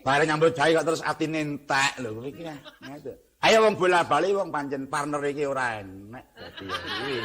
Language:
Javanese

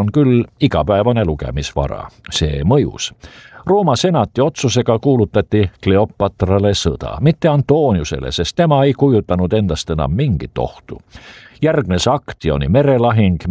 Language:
Estonian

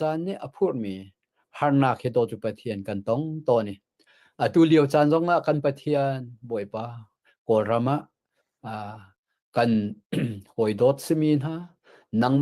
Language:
Hakha Chin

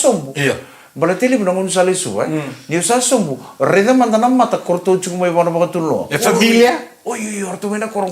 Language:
Fijian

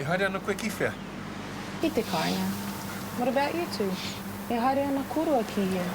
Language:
Māori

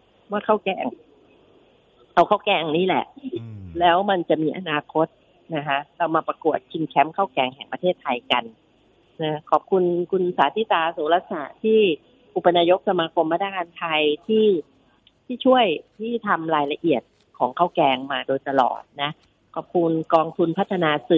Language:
Thai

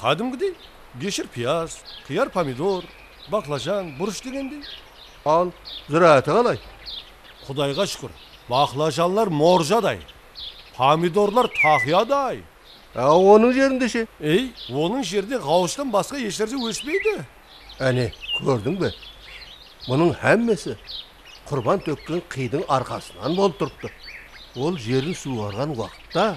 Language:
Kara-Kalpak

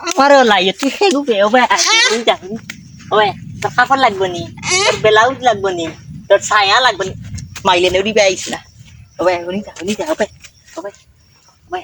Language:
Sylheti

